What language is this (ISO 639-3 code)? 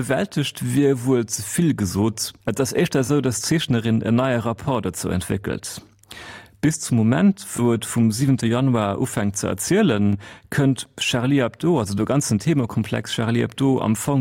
ltz